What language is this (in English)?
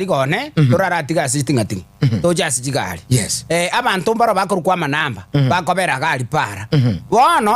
Gusii